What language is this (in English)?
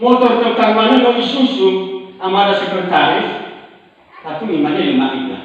Nias